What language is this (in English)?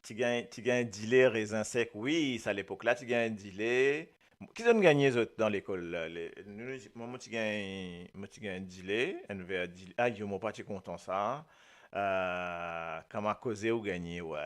Morisyen